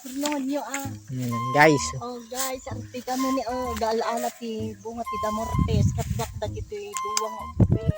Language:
Iloko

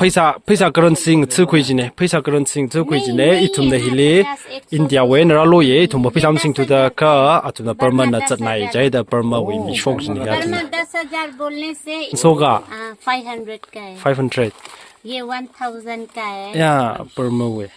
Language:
Tangkhul Naga (India)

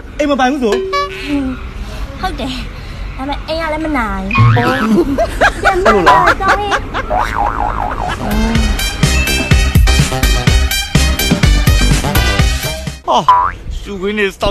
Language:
Burmese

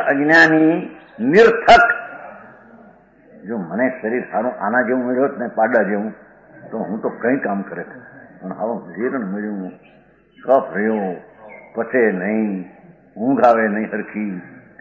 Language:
Gujarati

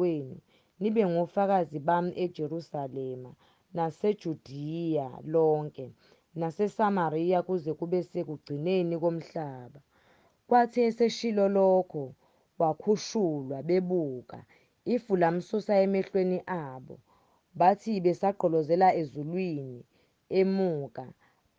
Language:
Zulu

